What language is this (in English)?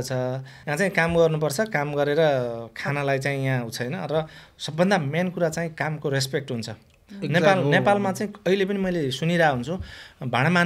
Nepali